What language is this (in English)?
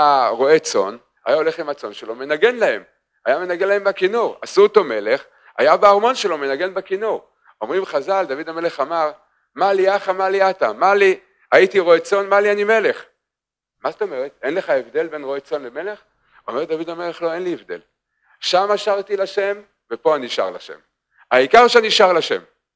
Hebrew